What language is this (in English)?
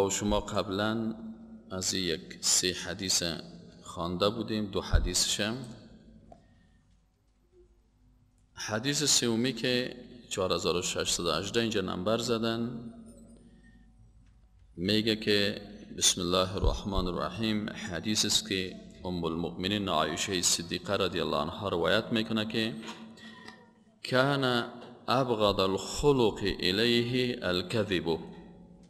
Persian